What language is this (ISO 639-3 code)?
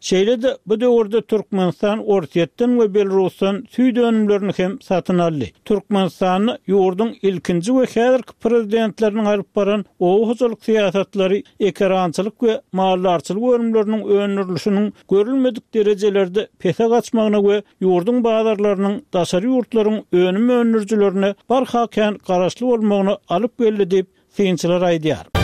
tuk